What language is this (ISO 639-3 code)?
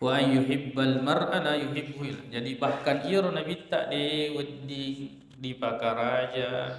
bug